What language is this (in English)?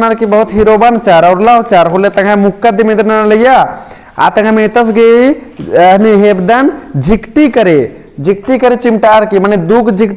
Kurukh